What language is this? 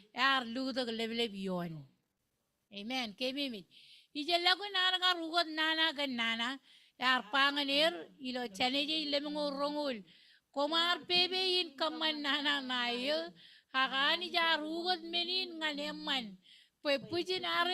Marshallese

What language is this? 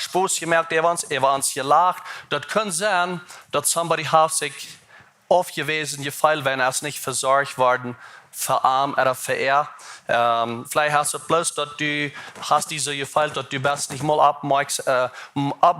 Plautdietsch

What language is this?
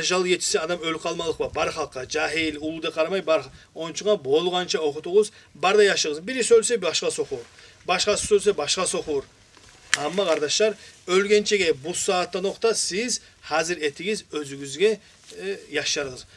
Kumyk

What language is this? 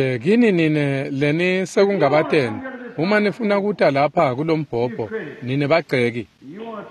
Swati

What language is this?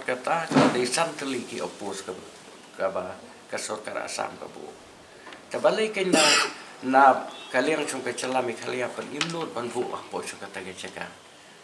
Khasi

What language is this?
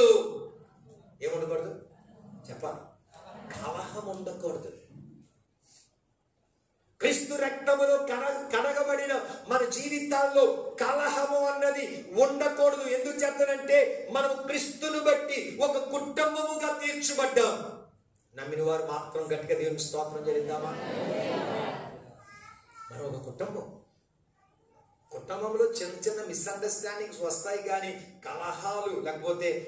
Telugu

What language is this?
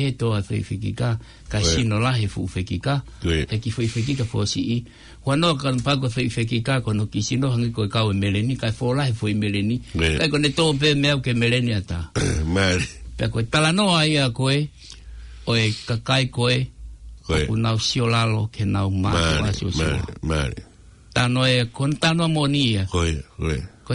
Tongan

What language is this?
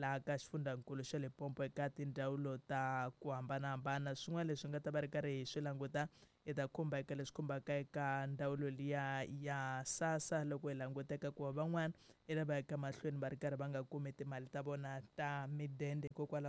Tsonga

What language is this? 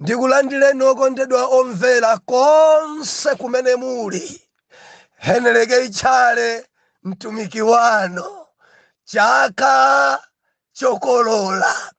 Nyanja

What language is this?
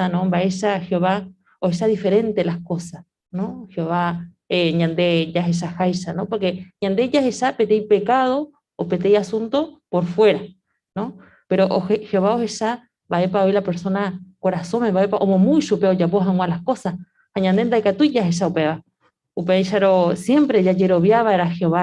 Guarani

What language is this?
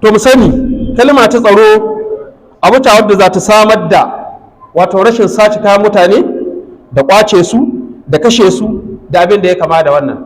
Hausa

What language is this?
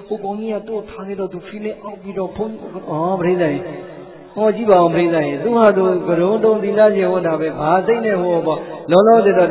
Burmese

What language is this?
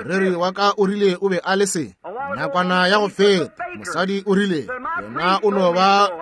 Northern Sotho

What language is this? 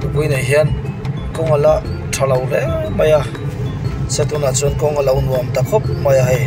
Mizo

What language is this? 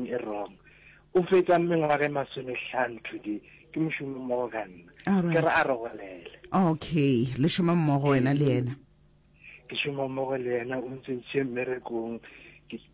Northern Sotho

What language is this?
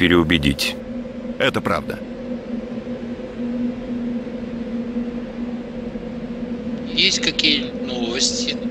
Russian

